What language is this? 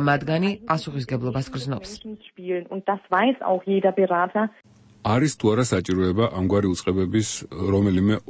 Georgian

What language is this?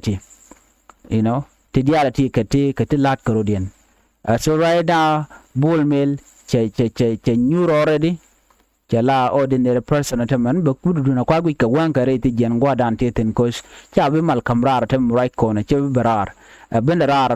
Nuer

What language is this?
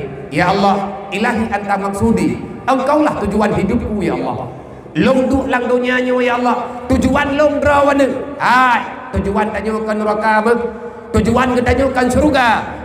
Achinese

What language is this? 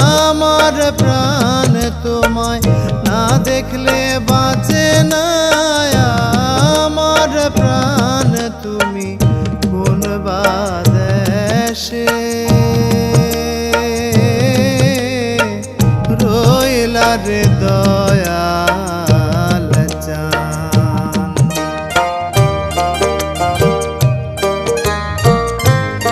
Bangla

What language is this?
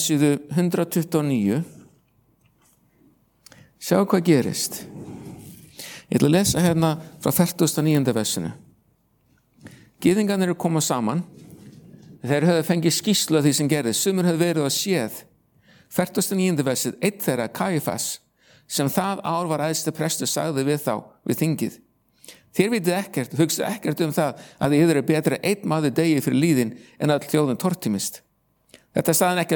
Icelandic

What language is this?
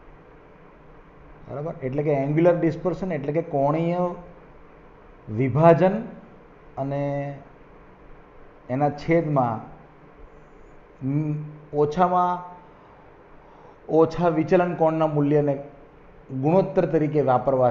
Gujarati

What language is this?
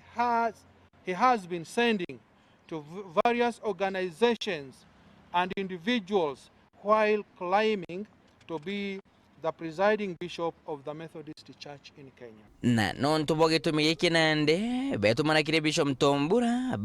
Meru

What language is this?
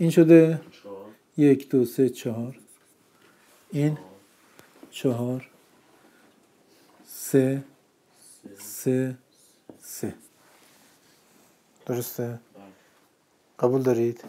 Persian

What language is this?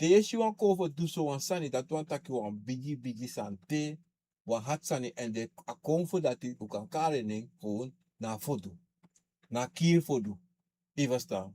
Sranan Tongo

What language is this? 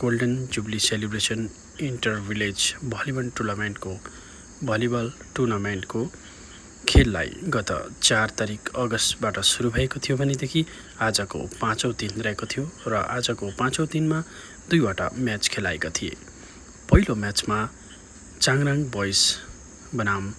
Nepali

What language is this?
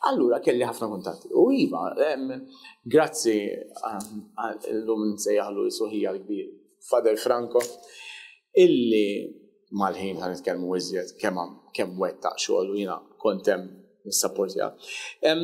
Maltese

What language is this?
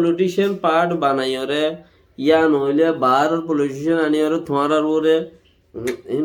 Rohingya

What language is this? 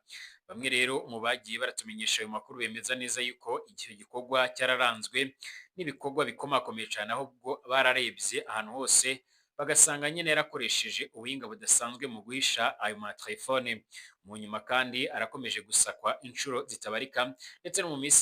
Rundi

